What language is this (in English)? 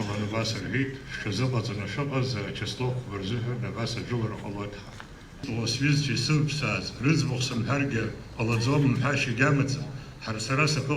Abkhazian